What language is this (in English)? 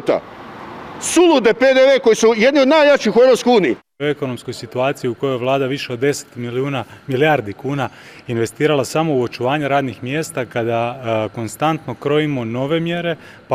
Croatian